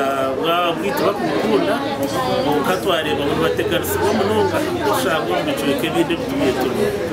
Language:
Nyankole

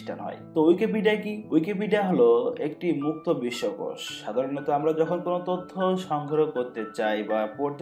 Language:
Bangla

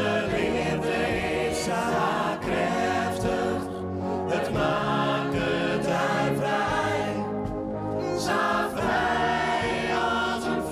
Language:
Western Frisian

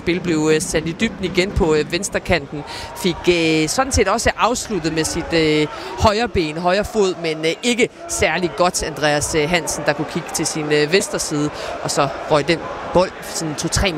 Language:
Danish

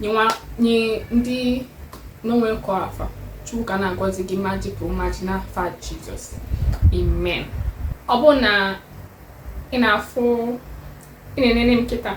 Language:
Igbo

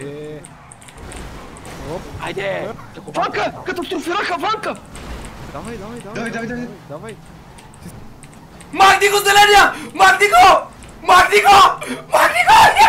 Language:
Bulgarian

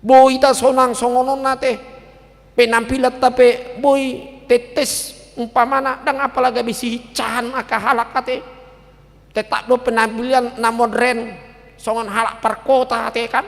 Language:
Batak Toba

